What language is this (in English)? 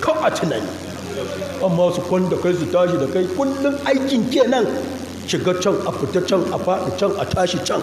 Hausa